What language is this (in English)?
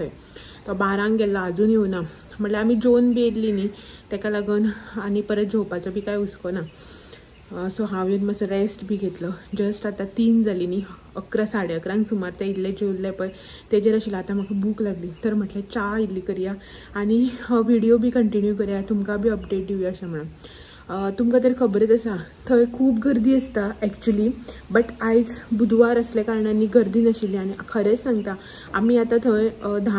Konkani